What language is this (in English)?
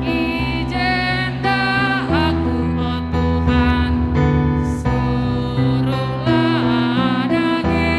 Batak Karo